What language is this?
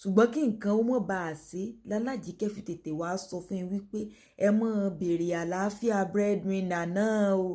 Yoruba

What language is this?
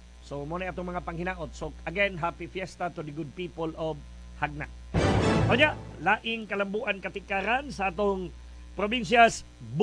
Cebuano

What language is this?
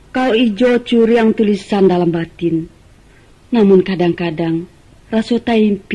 Minangkabau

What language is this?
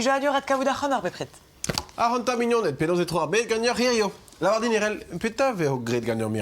Breton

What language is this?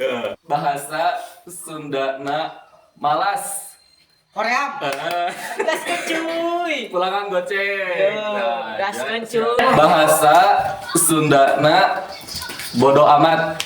Sundanese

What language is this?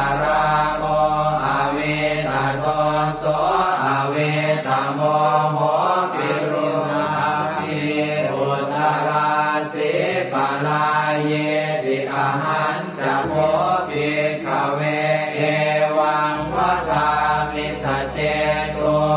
Pali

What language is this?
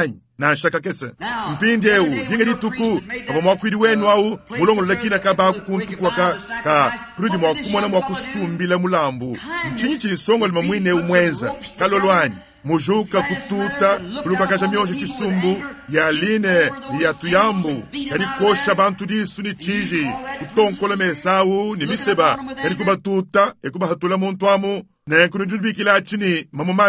Luba-Lulua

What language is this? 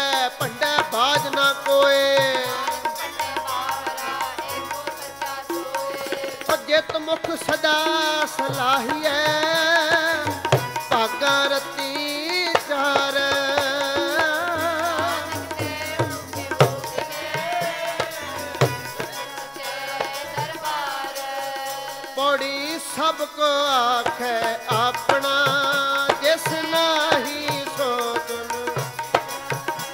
Punjabi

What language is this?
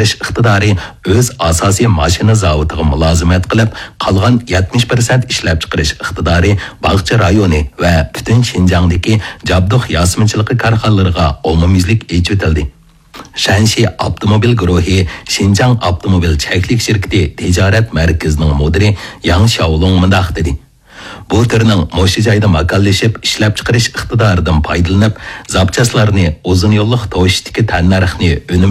Uyghur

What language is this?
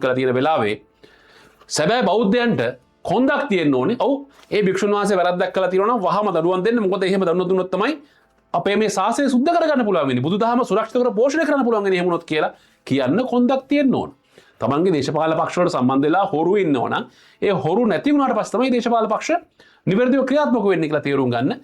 Sinhala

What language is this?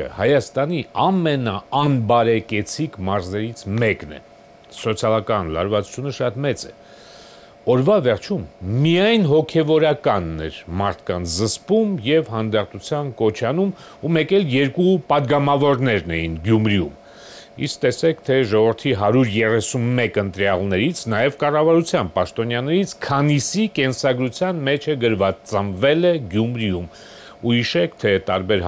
Armenian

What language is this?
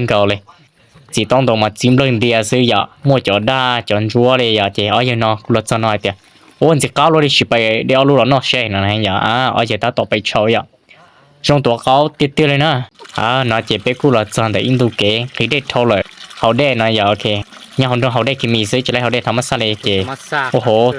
Hmong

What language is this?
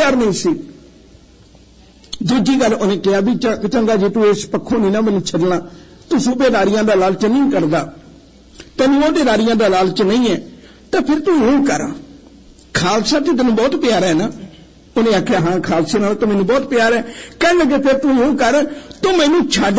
Punjabi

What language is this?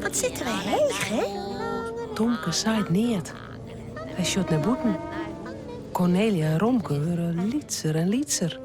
Western Frisian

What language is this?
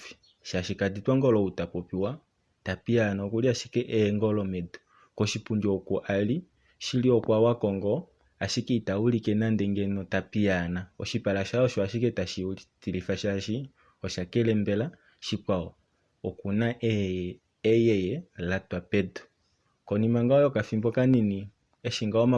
Kuanyama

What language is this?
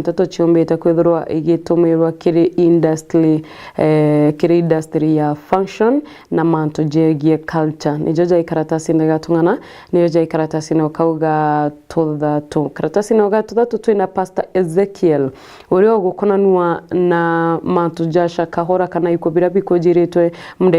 Meru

